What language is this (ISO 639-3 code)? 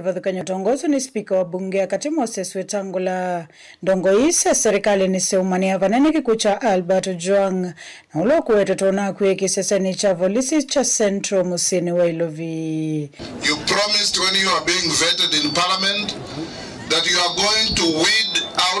kam